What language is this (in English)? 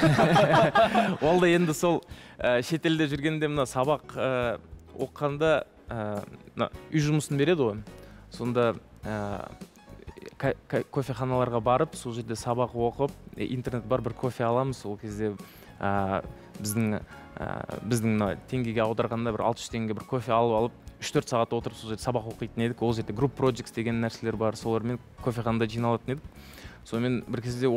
Kazakh